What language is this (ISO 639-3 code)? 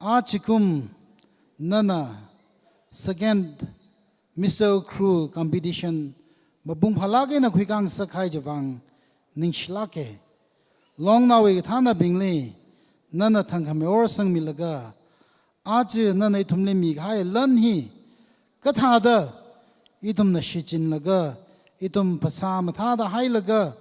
nmf